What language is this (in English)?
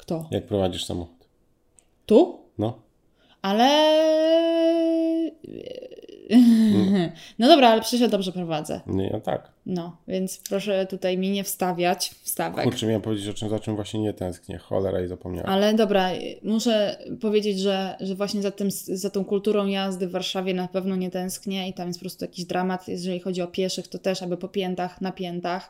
Polish